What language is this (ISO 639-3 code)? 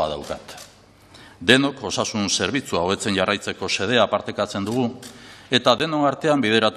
eus